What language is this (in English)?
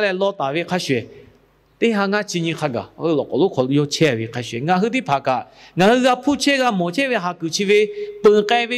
Lahu